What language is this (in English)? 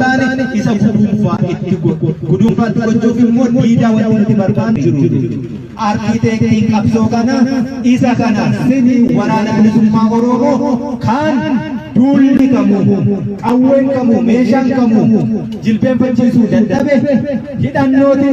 Oromo